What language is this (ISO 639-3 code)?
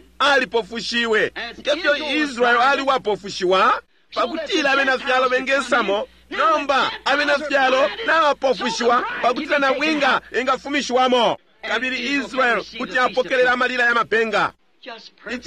bem